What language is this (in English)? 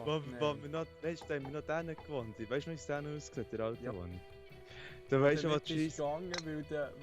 Swiss German